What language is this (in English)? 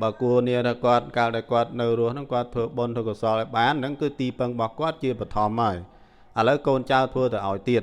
Khmer